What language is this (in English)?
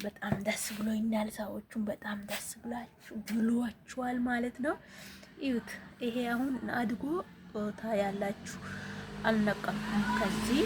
Amharic